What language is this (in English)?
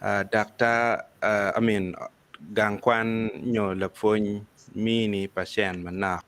Acoli